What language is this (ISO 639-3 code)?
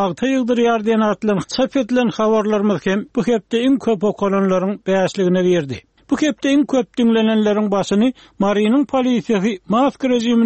tuk